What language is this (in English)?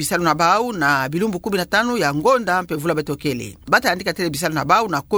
Kituba (Democratic Republic of Congo)